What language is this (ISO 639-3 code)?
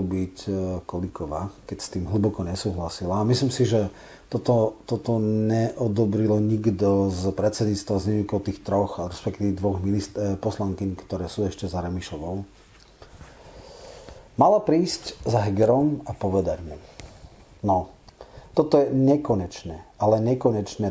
slk